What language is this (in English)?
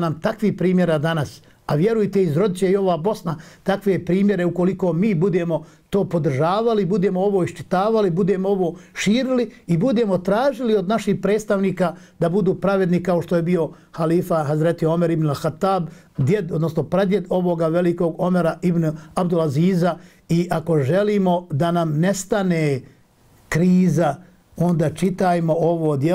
Bosnian